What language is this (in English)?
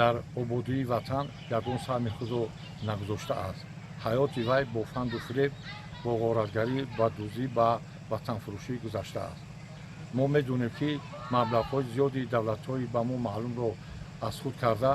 Tajik